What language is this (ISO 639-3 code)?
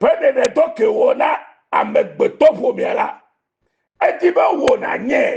ewe